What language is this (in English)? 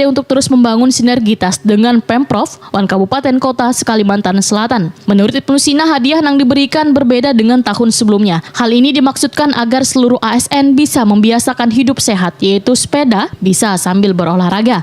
Banjar